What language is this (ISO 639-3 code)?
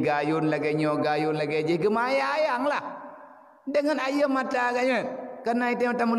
ace